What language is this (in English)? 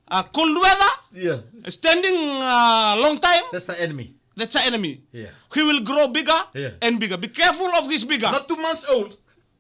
Fijian